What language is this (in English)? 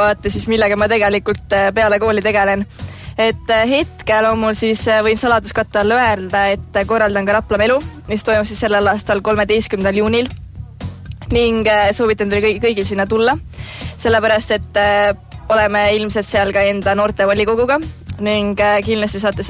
Estonian